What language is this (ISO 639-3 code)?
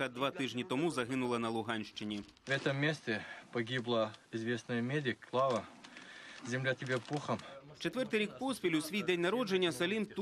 ukr